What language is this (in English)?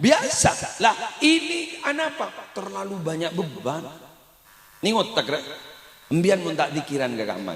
Madurese